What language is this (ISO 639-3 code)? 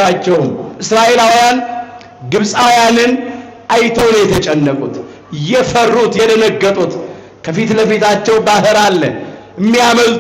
amh